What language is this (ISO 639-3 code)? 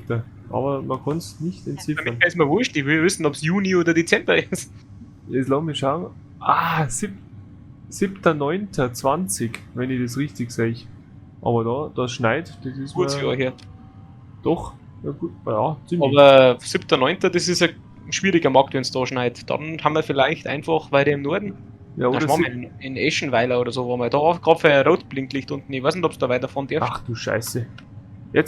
bar